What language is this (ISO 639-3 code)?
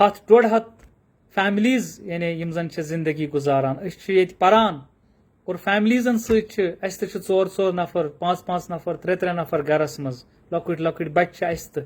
kas